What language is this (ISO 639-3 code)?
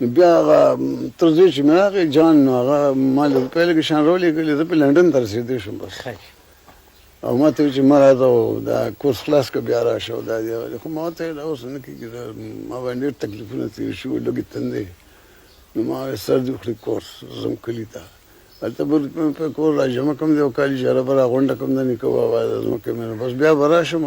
pus